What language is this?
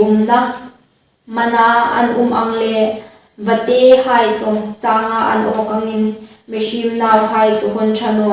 Hmar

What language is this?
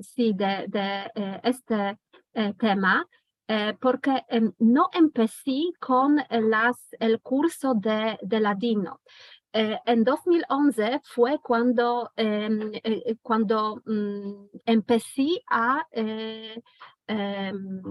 Ladino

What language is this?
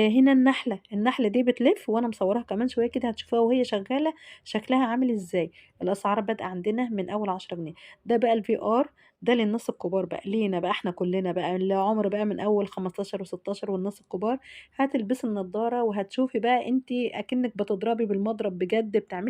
Egyptian Arabic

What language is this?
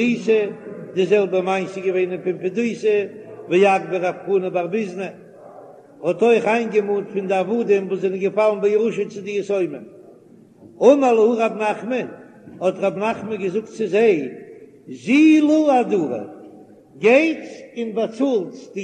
Yiddish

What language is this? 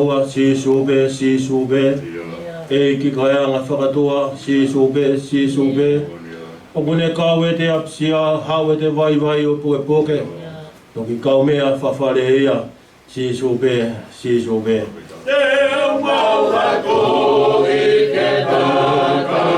Tongan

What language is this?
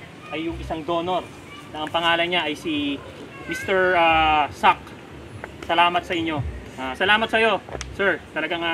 Filipino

